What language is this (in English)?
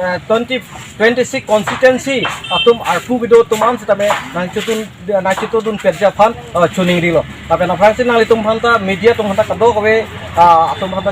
Karbi